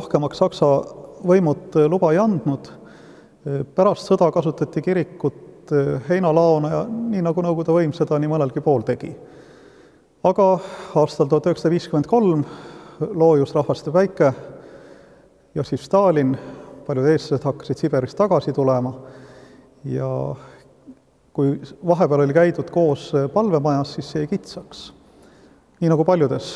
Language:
Estonian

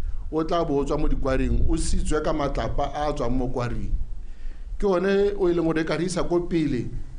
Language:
Tswana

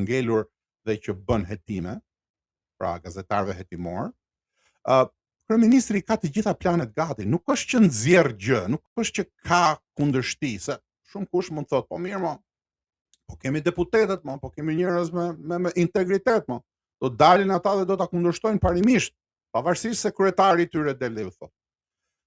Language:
Albanian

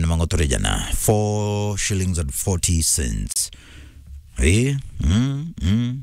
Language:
Meru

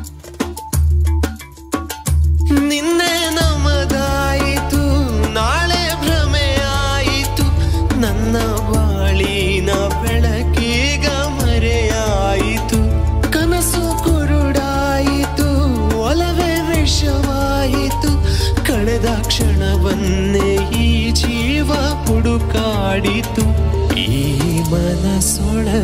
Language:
Kannada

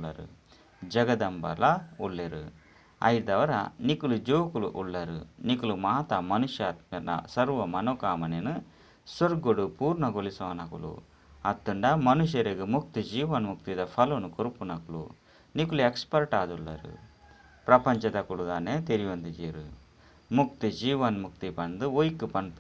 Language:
Tulu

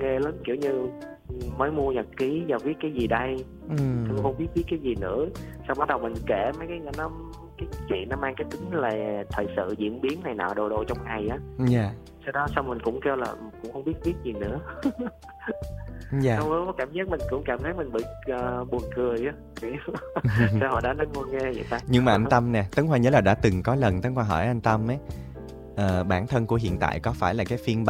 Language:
Vietnamese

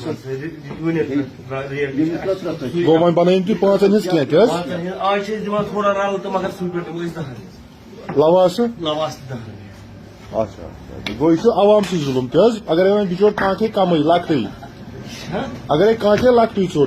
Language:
Kashmiri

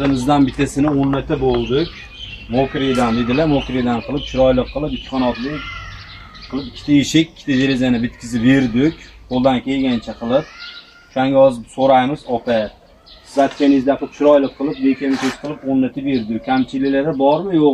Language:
Uzbek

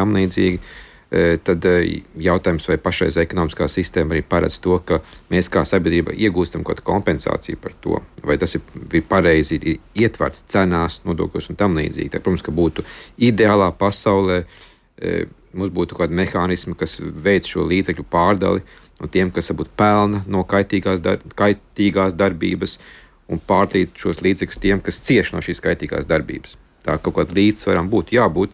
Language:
Latvian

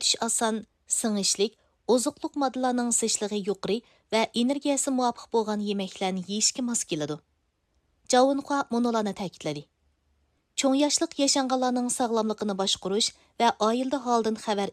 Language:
Uyghur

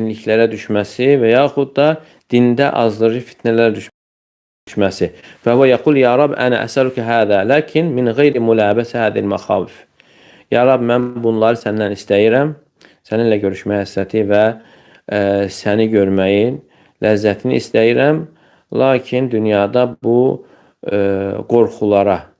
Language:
Azerbaijani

